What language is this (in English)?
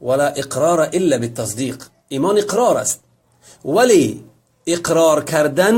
Tajik